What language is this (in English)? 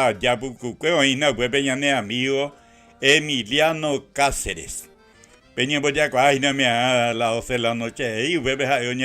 Guarani